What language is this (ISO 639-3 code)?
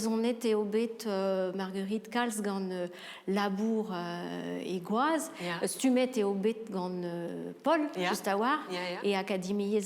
bre